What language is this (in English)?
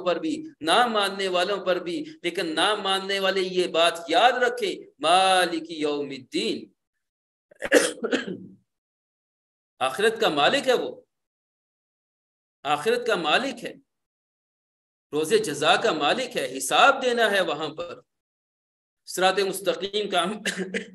Urdu